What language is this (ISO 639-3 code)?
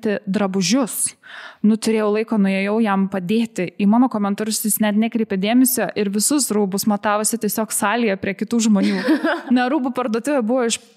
lit